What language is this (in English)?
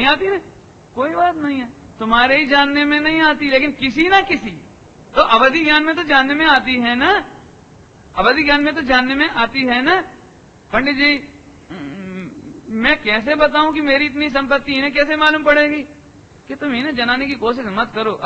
Hindi